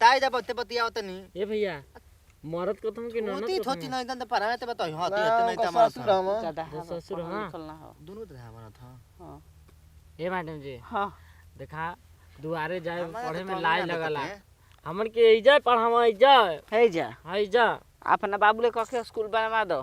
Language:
Bhojpuri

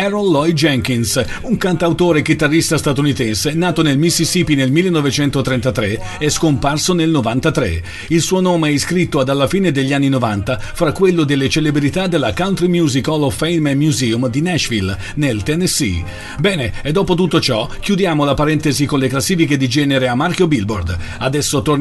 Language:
Italian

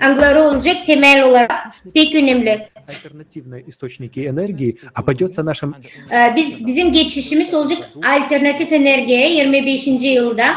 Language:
Gagauz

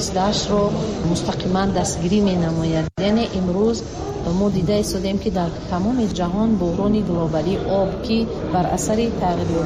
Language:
Tajik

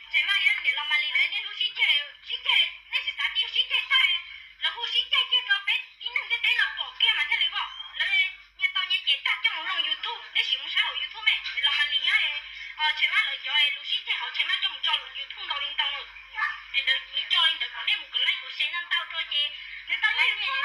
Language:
Hmong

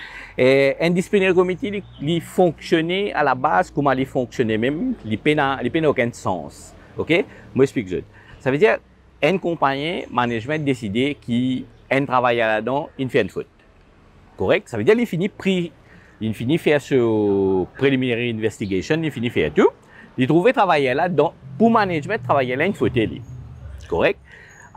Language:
Morisyen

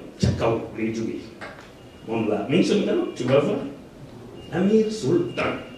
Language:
Wolof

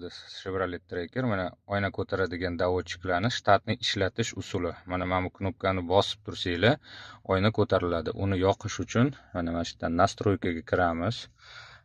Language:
Uzbek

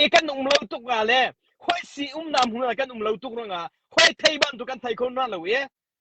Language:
Hakha Chin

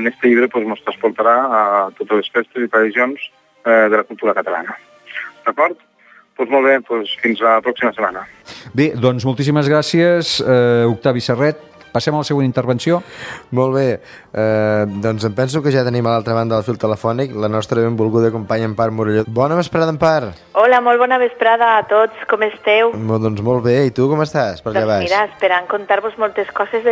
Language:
Catalan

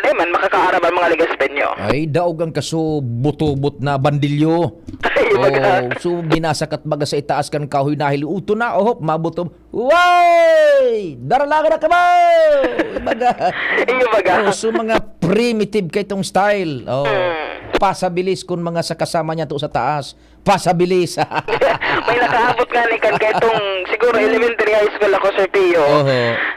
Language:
Bikol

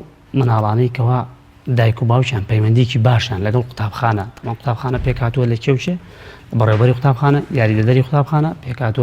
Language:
Central Kurdish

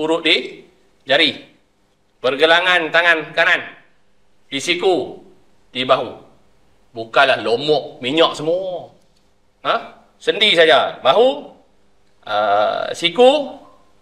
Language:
Malay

